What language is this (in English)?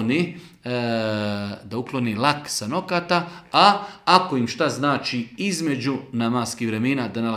Bosnian